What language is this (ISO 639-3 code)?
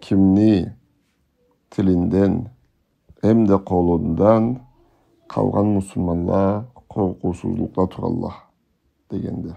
krc